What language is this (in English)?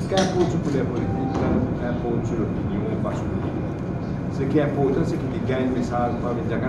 Morisyen